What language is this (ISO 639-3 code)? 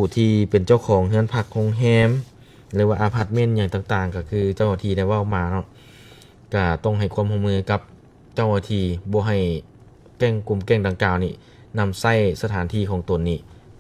lao